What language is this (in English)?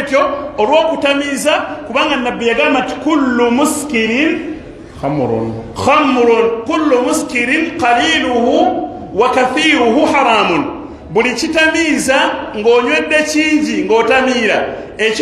Ganda